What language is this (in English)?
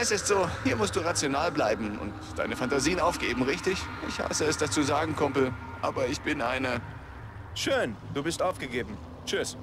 Bavarian